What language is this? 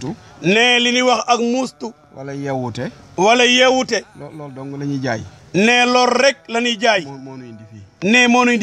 Wolof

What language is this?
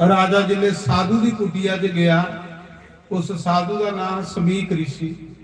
Dogri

